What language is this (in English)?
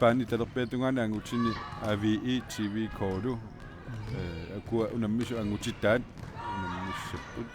Kalaallisut